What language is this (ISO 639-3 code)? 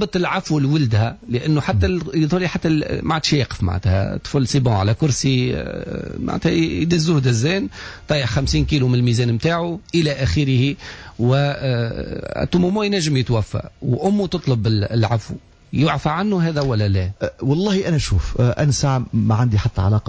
aeb